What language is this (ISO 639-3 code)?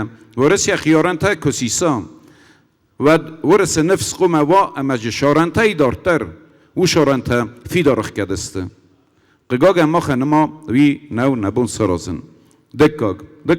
oss